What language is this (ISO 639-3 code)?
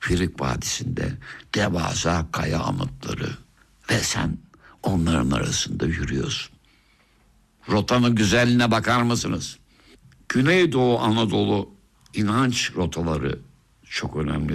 tur